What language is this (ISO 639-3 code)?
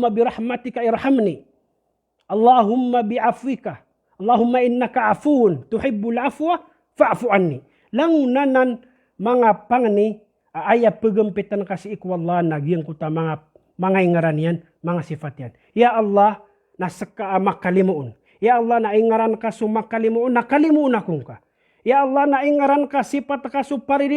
mrw